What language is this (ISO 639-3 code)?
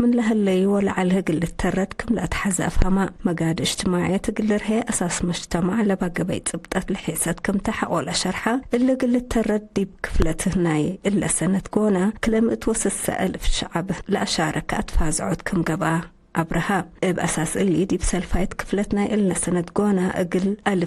tig